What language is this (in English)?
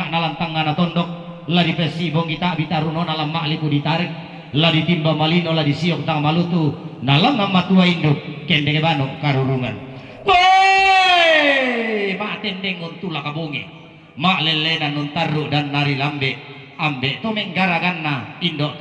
Toraja-Sa'dan